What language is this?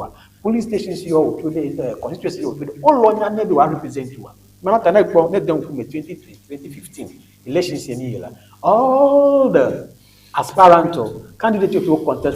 Ewe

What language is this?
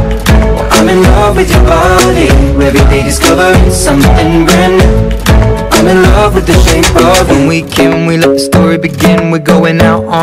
English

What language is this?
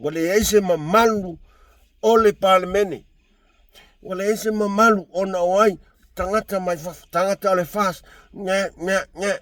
Samoan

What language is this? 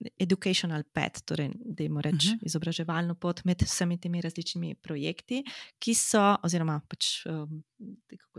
Slovenian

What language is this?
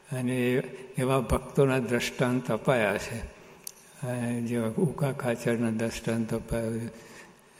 Gujarati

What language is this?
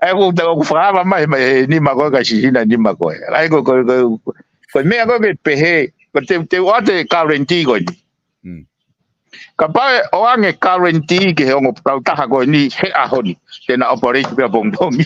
Tongan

